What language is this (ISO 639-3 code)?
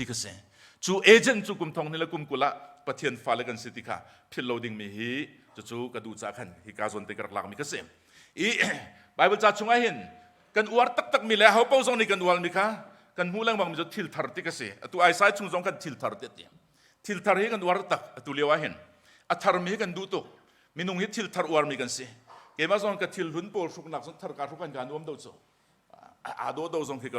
cnh